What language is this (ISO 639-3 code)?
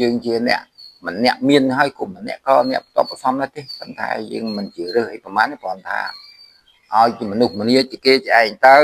khm